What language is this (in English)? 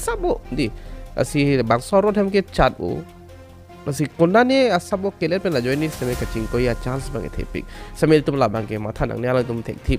Karbi